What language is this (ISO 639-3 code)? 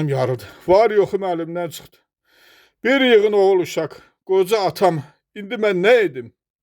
aze